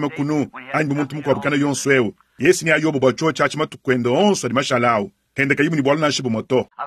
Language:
Luba-Lulua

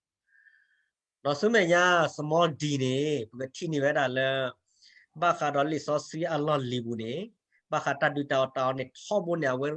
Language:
S'gaw Karen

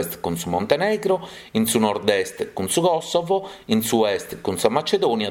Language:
Sardinian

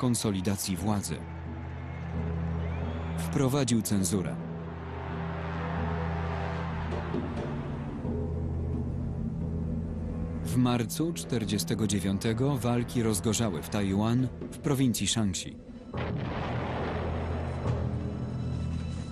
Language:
Polish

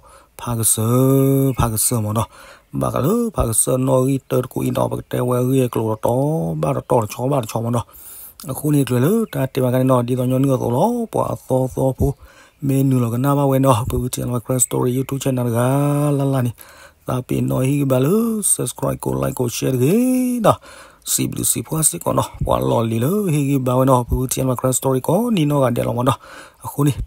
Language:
S'gaw Karen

